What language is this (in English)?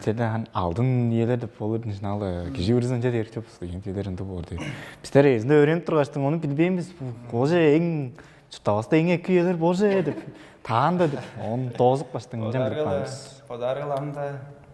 Tuvinian